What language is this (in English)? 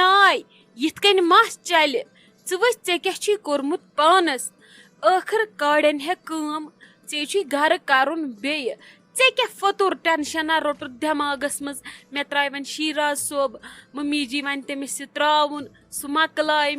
Kashmiri